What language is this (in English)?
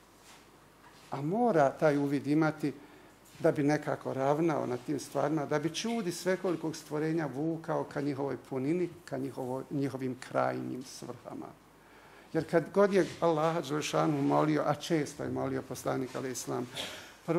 Bosnian